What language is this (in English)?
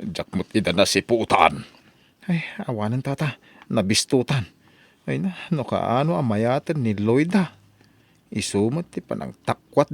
Iloko